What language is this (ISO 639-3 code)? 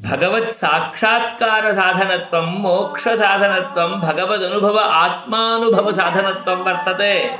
san